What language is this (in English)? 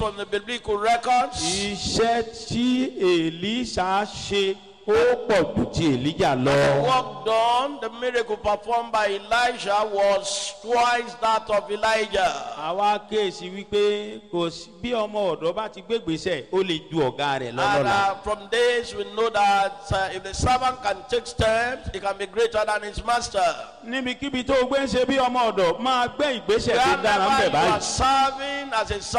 Yoruba